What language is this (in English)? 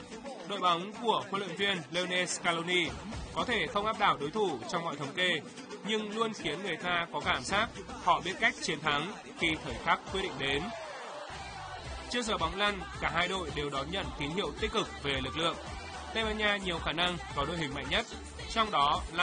Vietnamese